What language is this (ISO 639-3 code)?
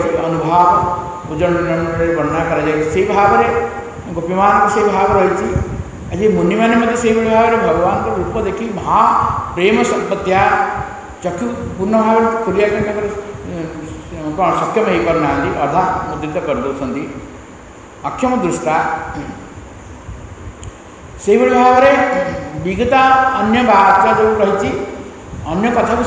ori